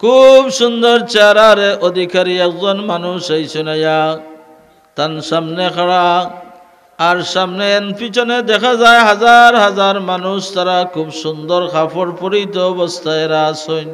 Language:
Sylheti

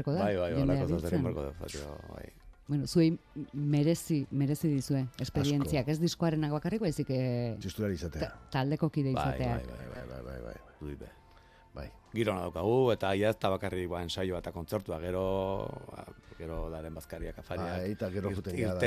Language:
Basque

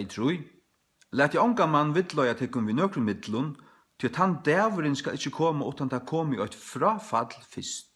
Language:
Faroese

